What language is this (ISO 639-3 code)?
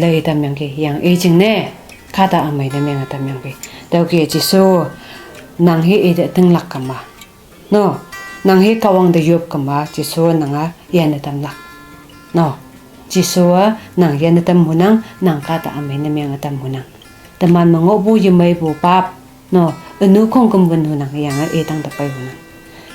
nbe